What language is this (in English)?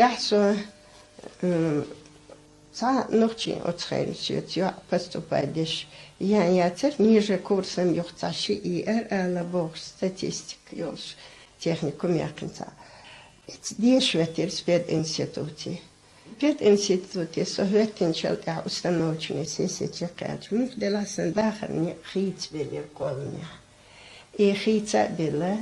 Chechen